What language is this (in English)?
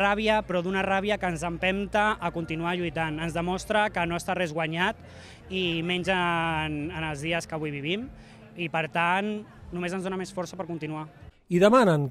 Catalan